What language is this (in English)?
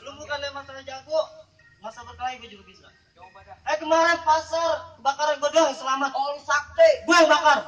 Betawi